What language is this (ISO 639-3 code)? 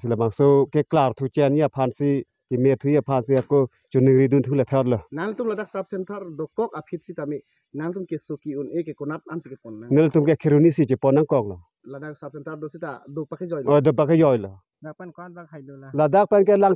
mjw